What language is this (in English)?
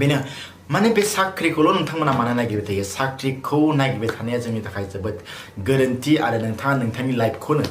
Bodo